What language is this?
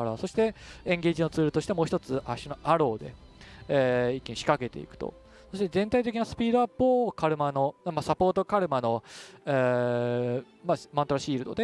Japanese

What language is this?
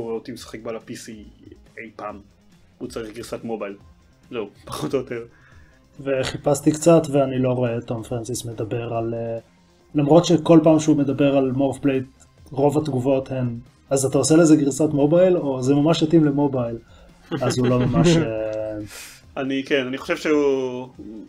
Hebrew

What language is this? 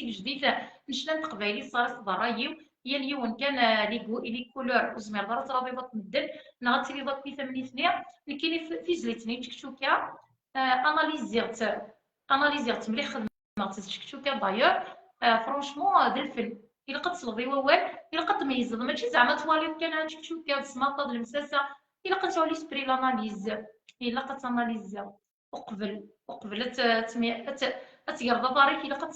Kabyle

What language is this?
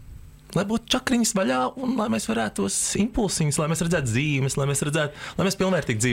Latvian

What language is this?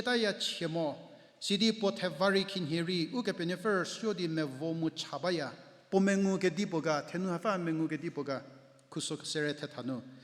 Angami Naga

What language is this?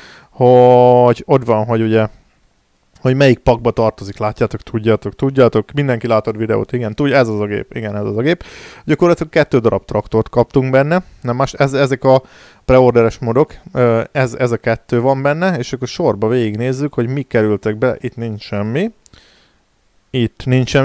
Hungarian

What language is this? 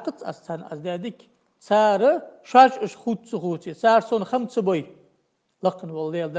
Ingush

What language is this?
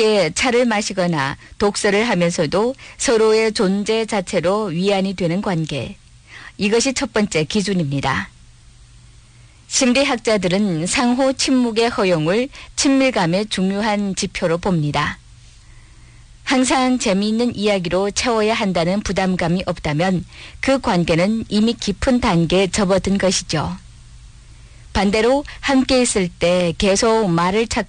Korean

